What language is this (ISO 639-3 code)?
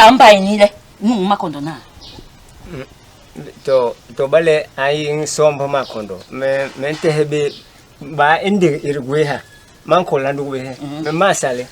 bas